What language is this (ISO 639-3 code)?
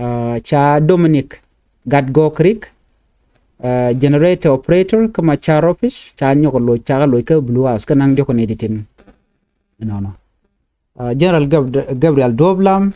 nus